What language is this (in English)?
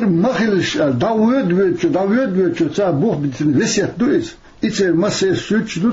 Chechen